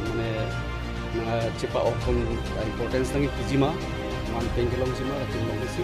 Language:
Karbi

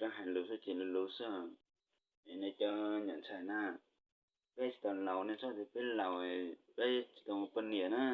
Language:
Hmong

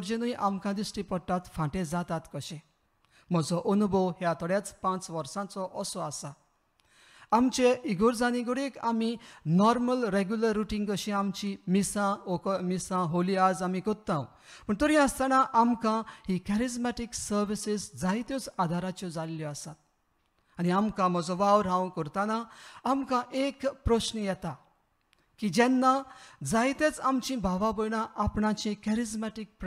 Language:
Konkani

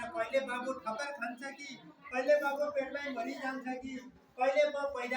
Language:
Nepali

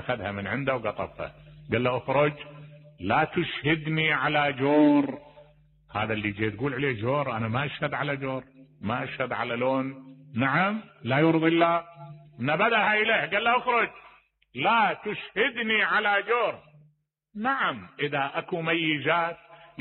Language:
Mesopotamian Arabic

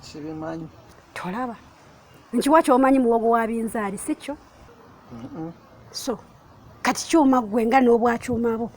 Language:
Ganda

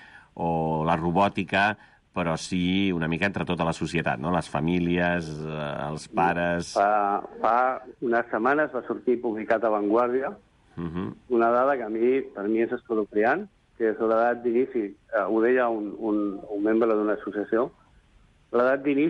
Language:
Catalan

